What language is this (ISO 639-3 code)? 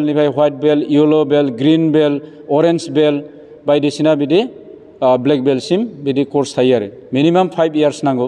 brx